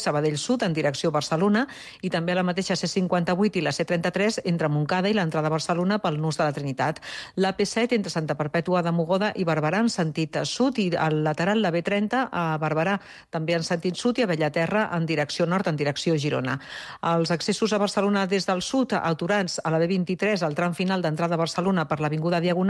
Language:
Catalan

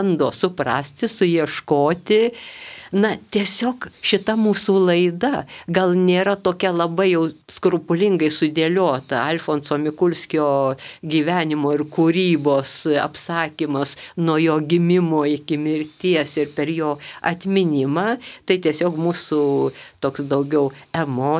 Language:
Lithuanian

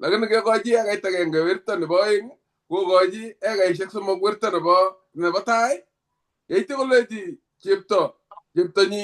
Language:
Kalenjin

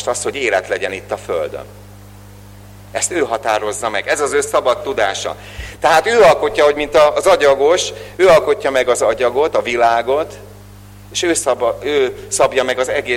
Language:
Hungarian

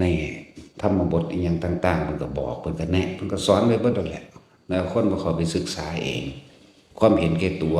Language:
Northeastern Thai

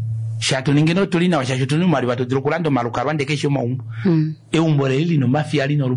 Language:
Kuanyama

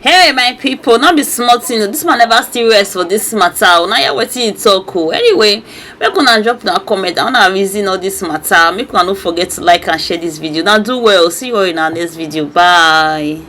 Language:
Nigerian Pidgin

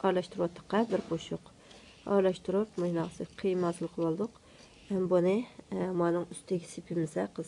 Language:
Uyghur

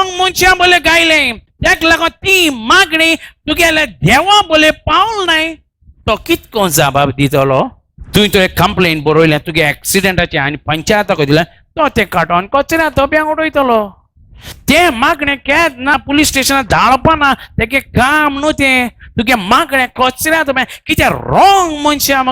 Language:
Konkani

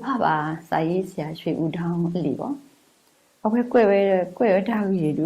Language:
S'gaw Karen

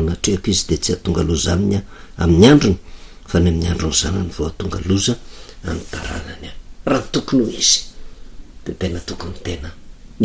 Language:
Malagasy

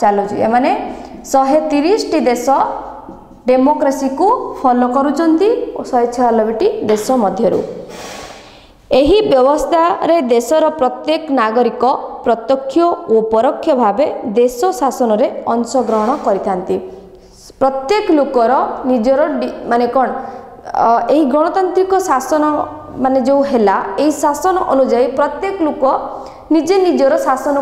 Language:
Odia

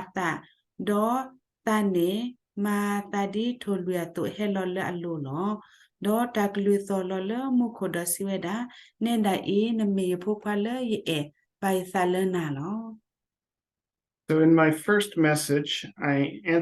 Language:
S'gaw Karen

